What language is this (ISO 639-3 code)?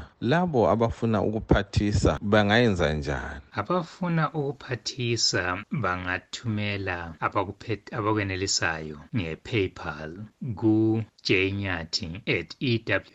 nde